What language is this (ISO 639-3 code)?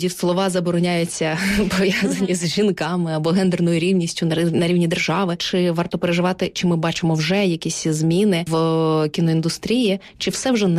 ukr